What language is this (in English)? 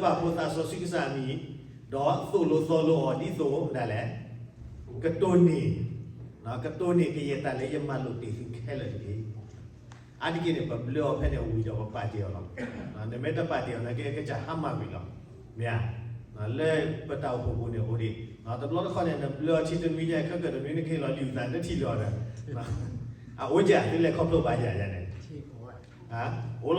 S'gaw Karen